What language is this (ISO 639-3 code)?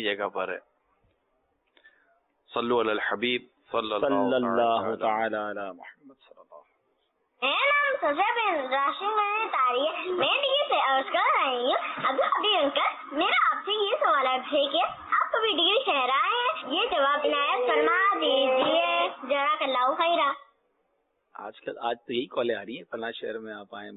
urd